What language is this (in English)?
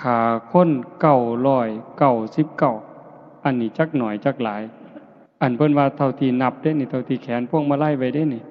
Lao